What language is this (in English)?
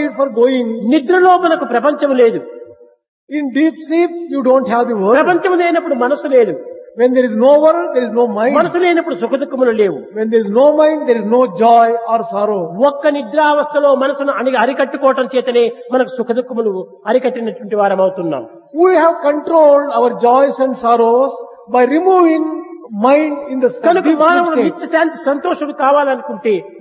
Telugu